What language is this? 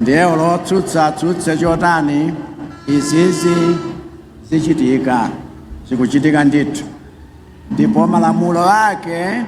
Nyanja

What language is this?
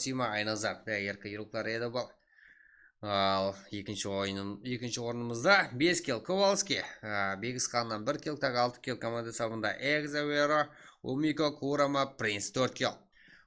Kara-Kalpak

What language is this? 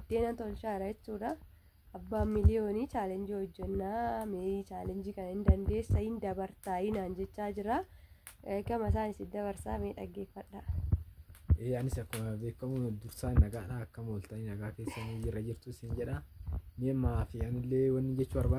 Oromo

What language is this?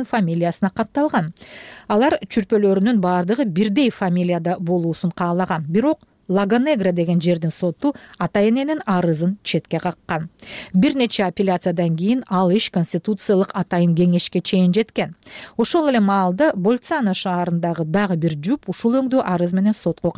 Kyrgyz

